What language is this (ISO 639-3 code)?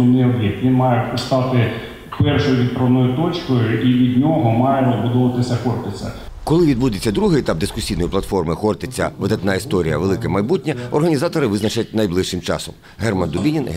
ukr